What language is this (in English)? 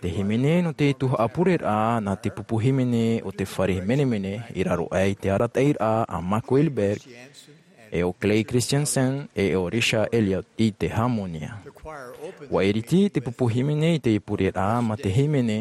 Tahitian